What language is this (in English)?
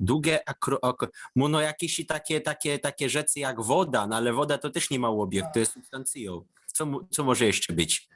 Silesian